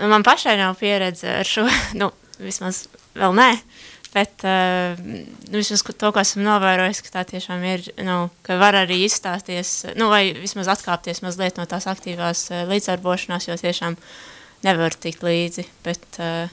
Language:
Latvian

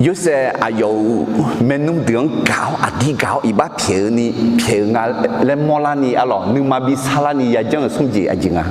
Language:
Akha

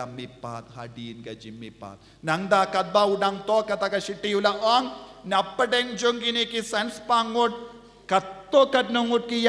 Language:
Khasi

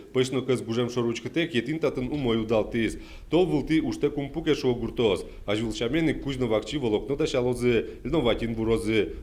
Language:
Udmurt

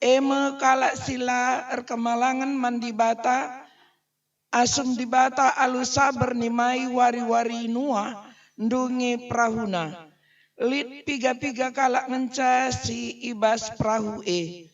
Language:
Batak Karo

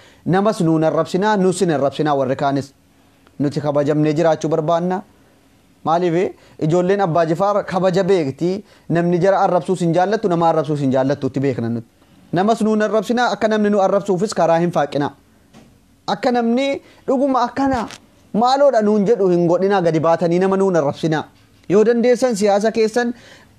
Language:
Oromo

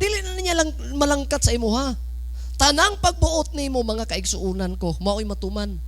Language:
Cebuano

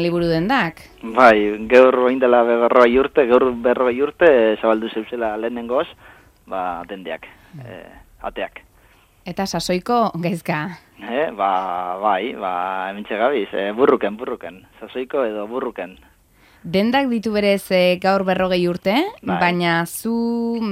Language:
Basque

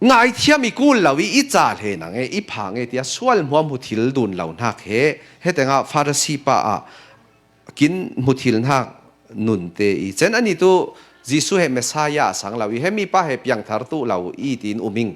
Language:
Falam Chin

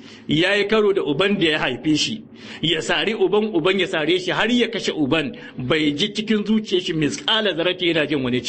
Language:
Hausa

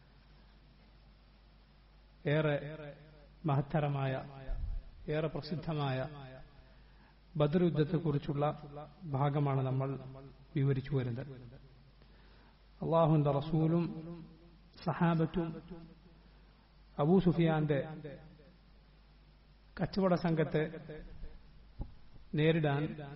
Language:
Malayalam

